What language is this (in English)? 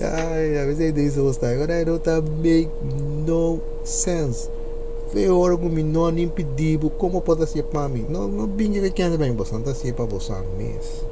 Papiamento